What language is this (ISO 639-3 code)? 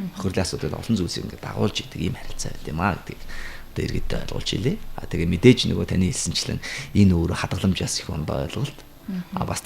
mon